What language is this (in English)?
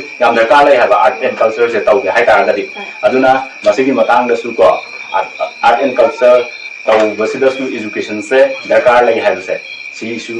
Manipuri